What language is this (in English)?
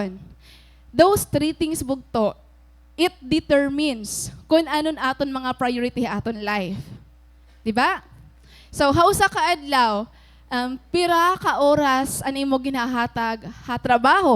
Waray